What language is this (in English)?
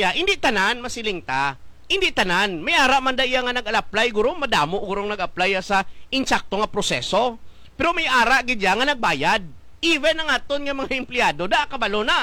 Hiligaynon